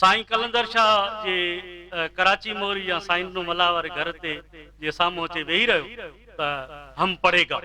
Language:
Sindhi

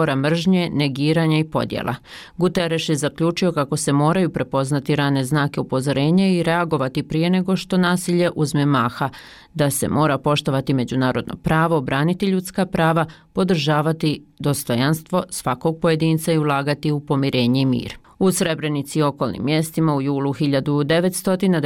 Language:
Bosnian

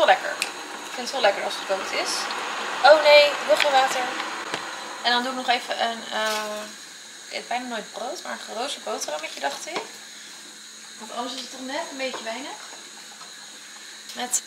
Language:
Dutch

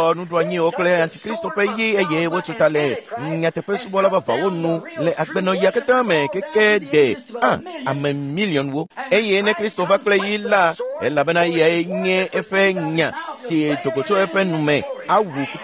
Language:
Ewe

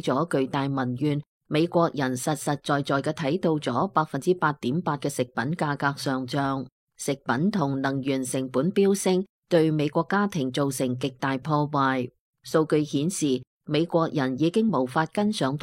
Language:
Cantonese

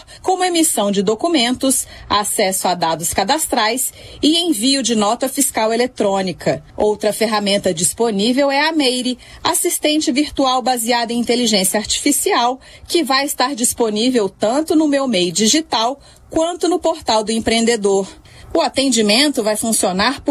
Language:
Portuguese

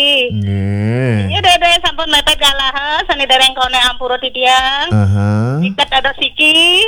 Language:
Balinese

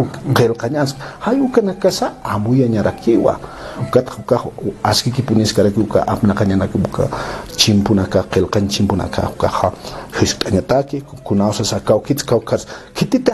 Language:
Aymara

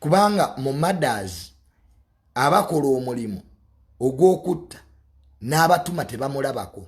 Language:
Ganda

